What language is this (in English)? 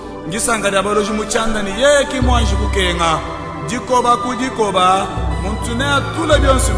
Luba-Lulua